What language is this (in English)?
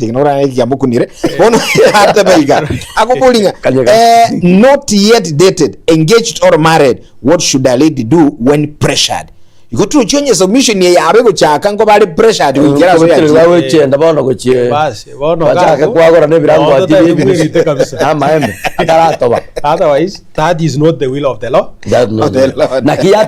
Gusii